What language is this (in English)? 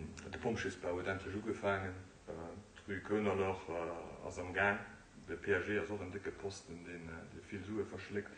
Luxembourgish